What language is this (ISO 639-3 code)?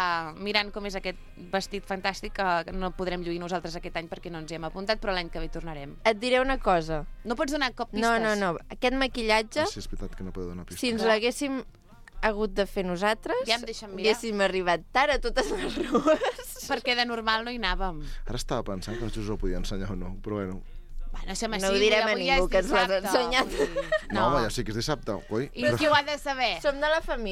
cat